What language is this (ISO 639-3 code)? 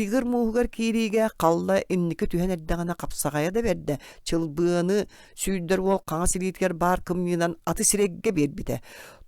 sah